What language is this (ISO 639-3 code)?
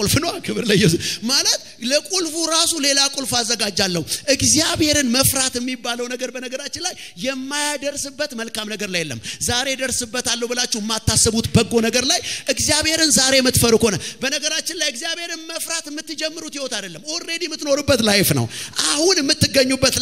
amh